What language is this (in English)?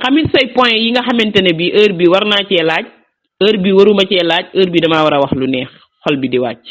Wolof